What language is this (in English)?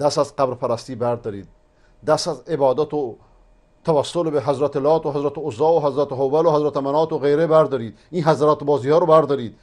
Persian